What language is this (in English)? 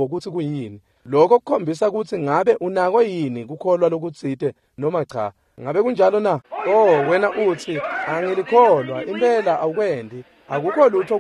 Swati